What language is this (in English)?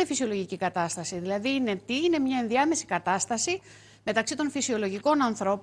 Greek